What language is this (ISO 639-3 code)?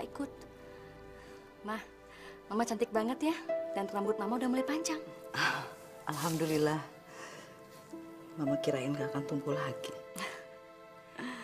ind